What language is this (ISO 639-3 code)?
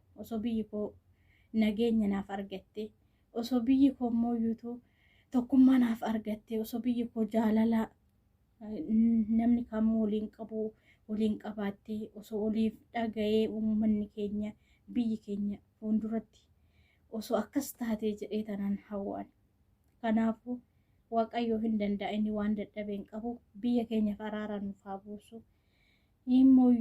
orm